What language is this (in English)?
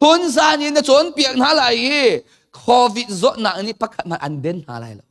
Hakha Chin